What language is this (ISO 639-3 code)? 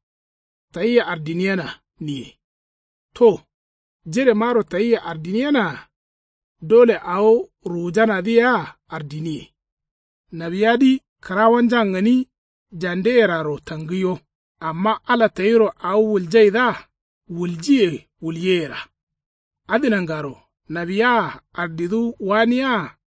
kau